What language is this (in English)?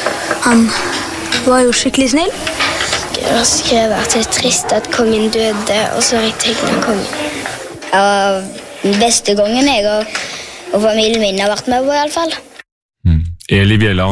Norwegian